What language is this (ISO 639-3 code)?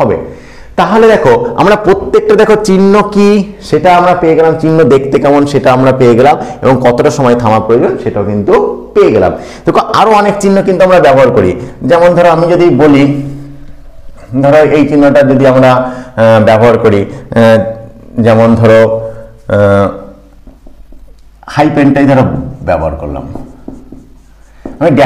ben